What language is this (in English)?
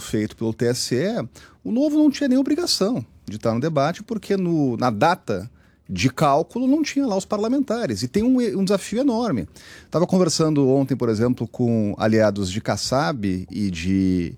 Portuguese